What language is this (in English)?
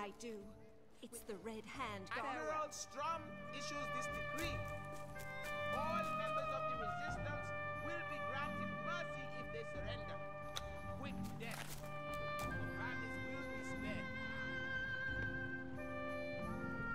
English